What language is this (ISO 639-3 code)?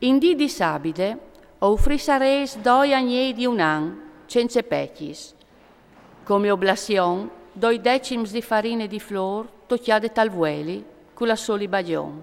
fur